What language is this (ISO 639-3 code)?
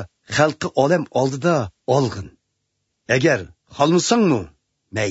uig